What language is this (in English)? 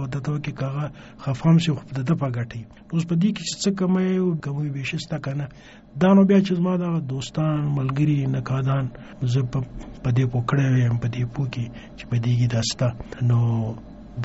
Pashto